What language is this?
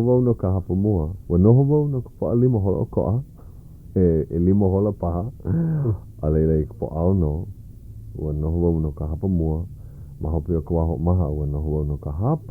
Hawaiian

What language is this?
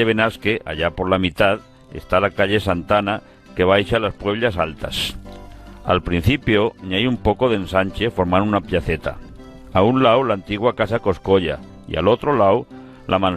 Aragonese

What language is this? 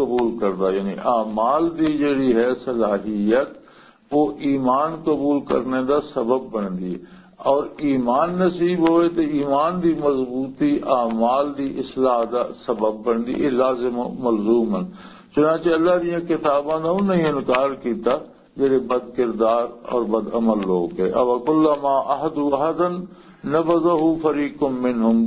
Western Panjabi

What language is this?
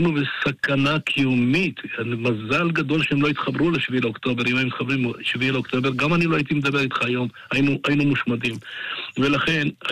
Hebrew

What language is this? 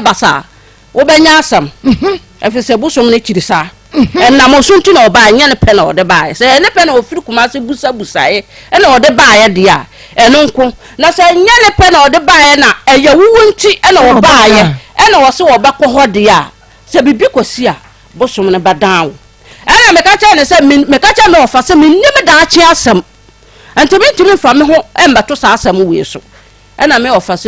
Akan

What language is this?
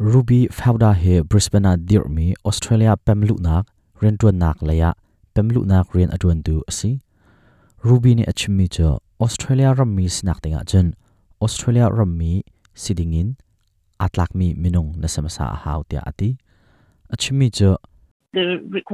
Hakha Chin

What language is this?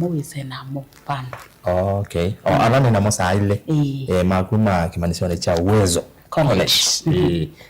Kamba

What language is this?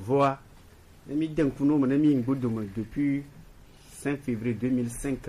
Gen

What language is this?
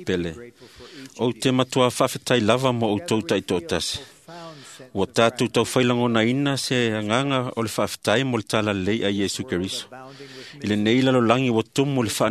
Samoan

